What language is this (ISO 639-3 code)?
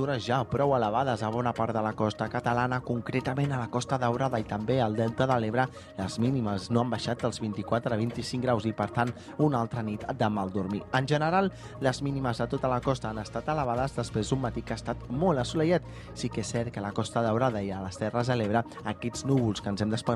cat